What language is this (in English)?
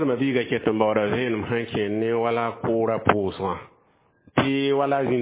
Mossi